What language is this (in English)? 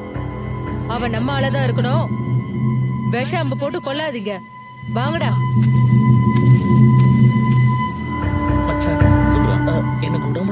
Tamil